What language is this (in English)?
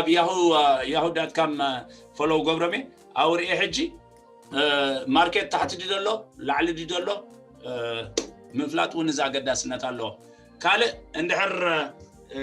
Tigrinya